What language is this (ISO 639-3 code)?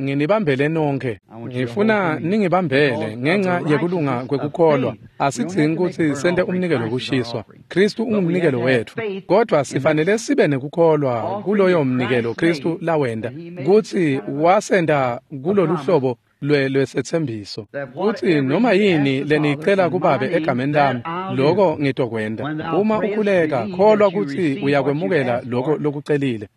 ssw